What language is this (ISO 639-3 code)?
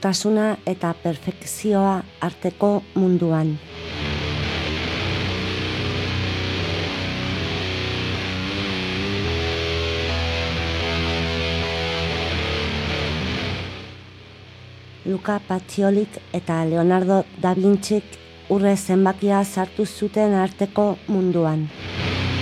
eus